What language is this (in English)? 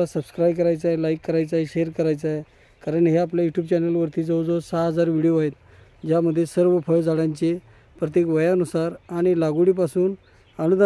Marathi